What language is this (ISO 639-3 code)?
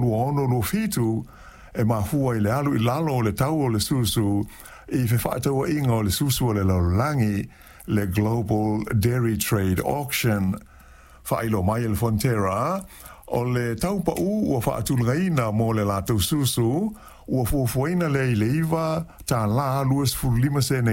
smo